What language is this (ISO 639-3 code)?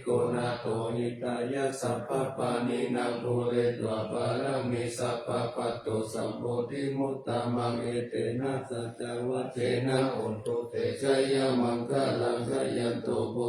pli